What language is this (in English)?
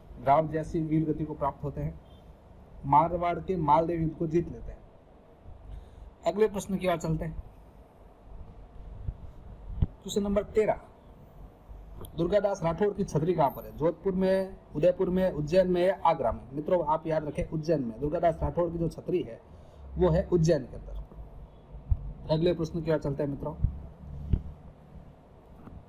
Hindi